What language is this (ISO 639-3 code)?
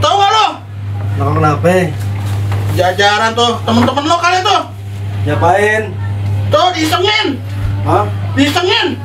bew